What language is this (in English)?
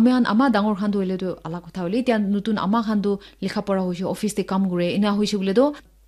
Naga Pidgin